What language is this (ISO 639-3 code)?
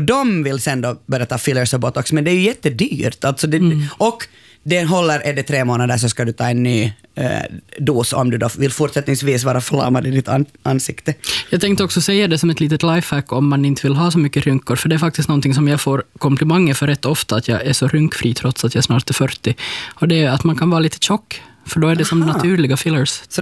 swe